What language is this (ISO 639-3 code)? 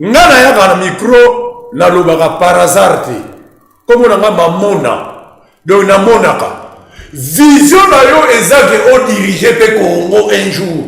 lin